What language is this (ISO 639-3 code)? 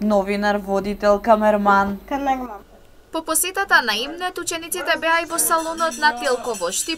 mkd